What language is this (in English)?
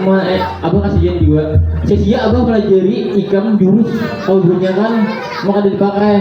Banjar